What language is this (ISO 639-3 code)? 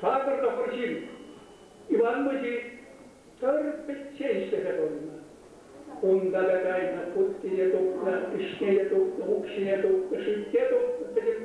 chv